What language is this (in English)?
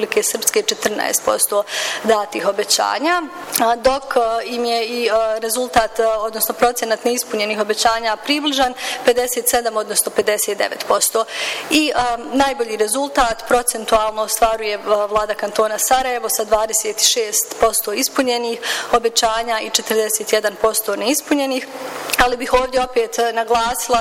Bosnian